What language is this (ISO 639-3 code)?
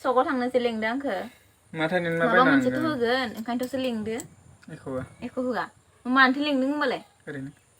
brx